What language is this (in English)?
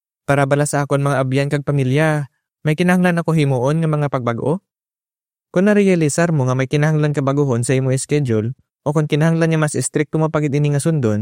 Hiligaynon